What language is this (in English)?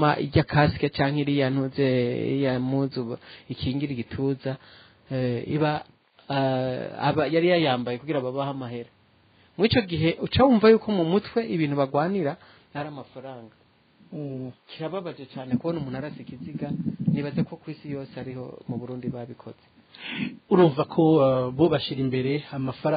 Rundi